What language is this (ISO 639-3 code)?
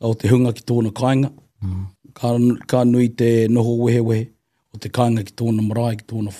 mri